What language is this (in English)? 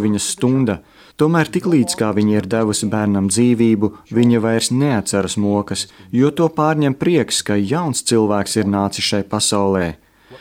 Latvian